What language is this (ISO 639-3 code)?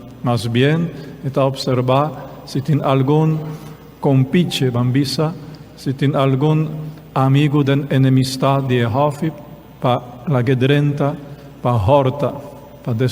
pap